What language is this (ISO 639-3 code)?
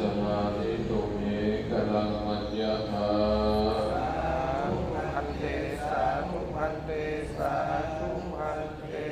pli